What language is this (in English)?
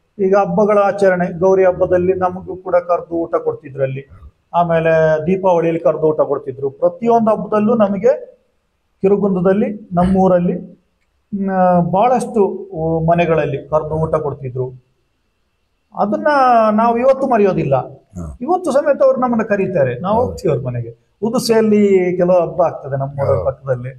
Kannada